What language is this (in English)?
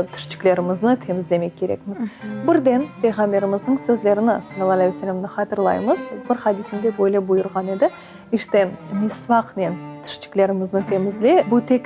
Crimean Tatar